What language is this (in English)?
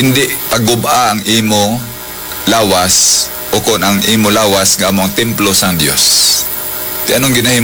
Hiligaynon